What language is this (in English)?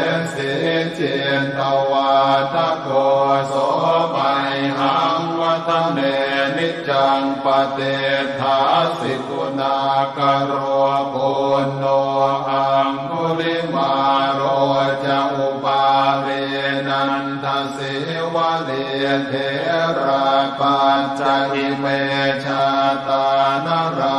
Pali